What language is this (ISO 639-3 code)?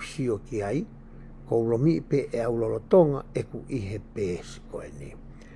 ton